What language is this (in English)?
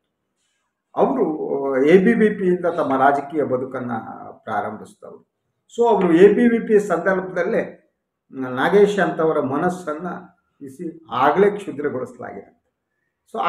Kannada